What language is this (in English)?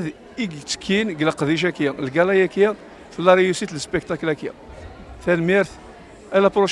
Kabyle